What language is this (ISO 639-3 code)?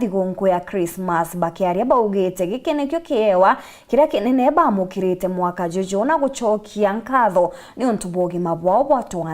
mer